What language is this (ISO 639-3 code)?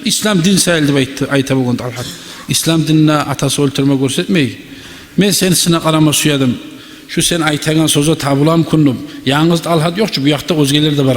kum